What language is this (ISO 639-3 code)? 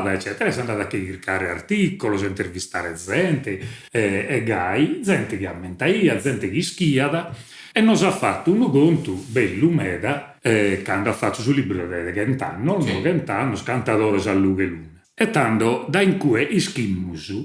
srd